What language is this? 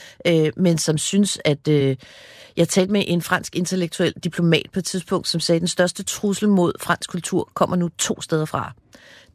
Danish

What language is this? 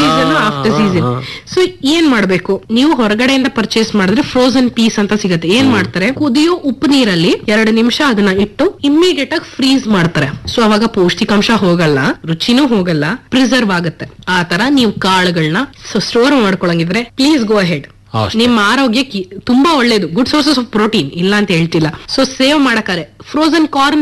Kannada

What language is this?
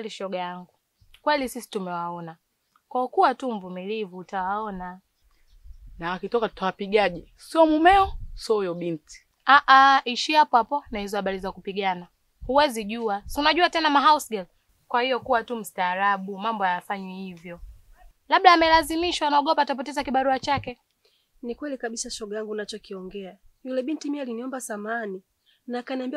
Swahili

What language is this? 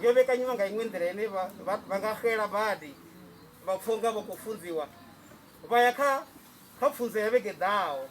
Venda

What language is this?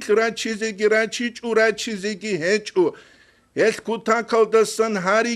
Avaric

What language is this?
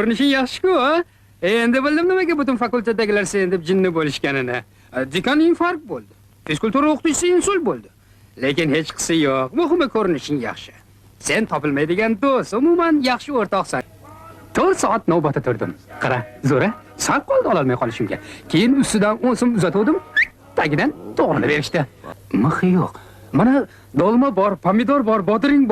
Uzbek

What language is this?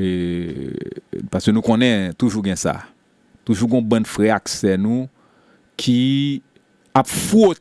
Haitian Creole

